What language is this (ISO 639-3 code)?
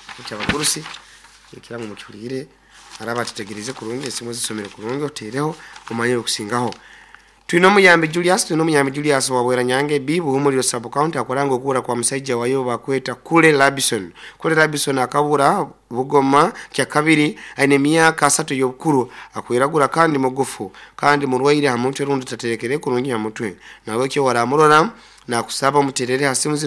nyo